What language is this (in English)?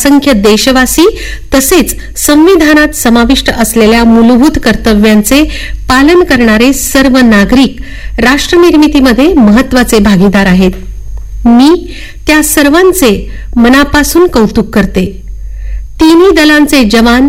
Marathi